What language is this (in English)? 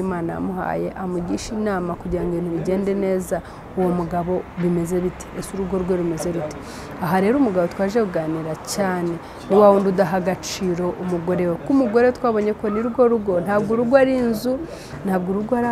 Kinyarwanda